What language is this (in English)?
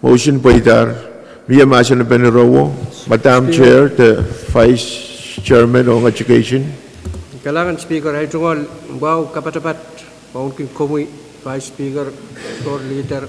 Pohnpeian